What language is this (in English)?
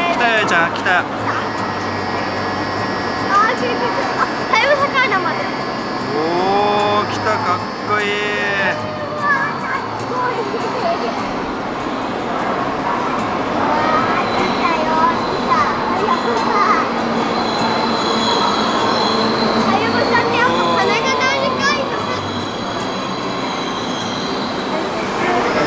Japanese